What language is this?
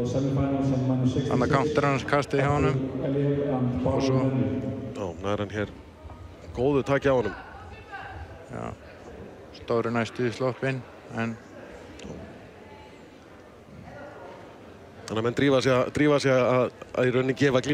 Icelandic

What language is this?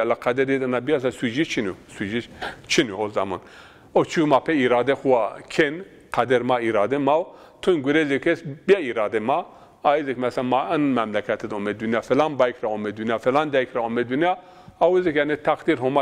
Zaza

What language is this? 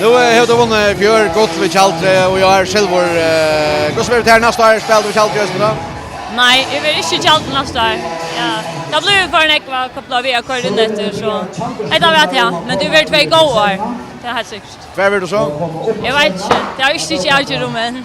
Faroese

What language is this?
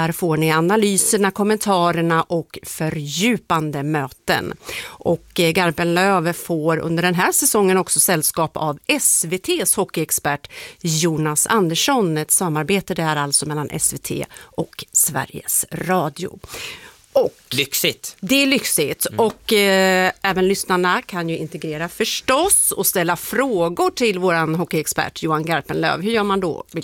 Swedish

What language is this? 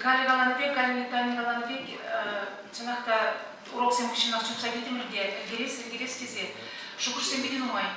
Chuvash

